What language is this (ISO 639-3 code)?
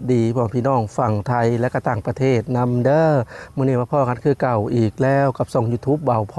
lao